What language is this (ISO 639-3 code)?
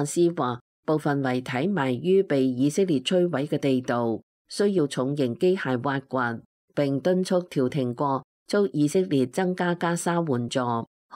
yue